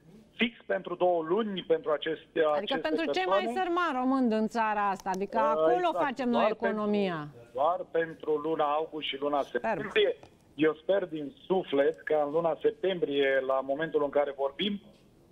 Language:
Romanian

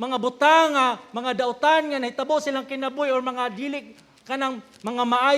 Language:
Cebuano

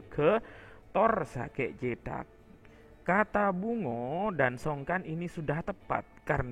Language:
Madurese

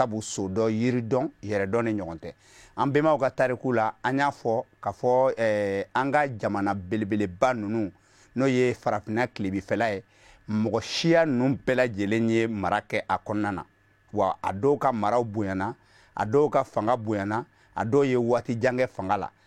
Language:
Bambara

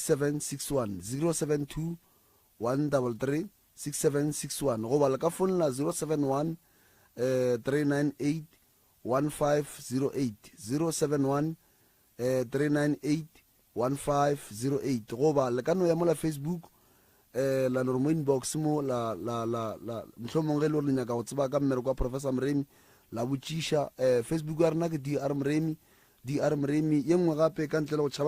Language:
Northern Sotho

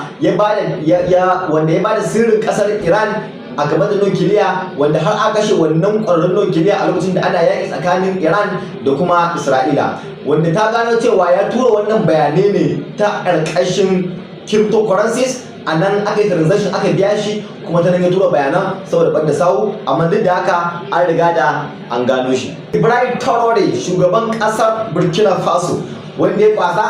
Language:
Hausa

